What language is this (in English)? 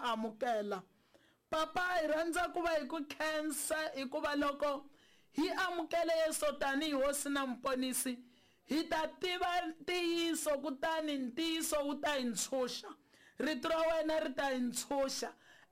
Tsonga